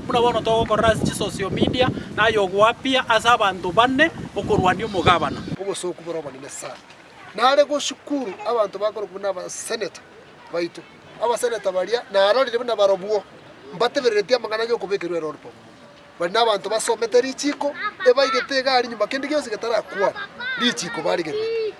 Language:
Gusii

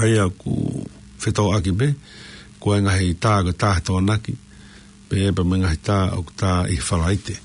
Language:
Tongan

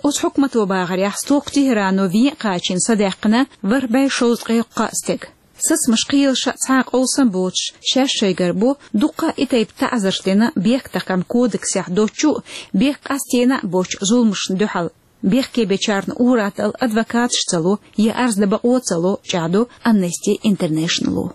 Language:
Chechen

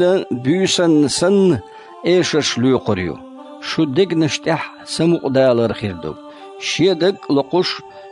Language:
Chechen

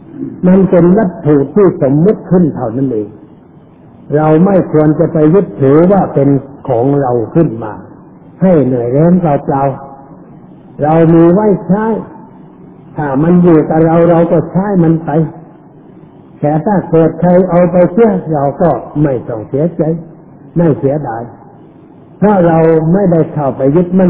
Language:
Thai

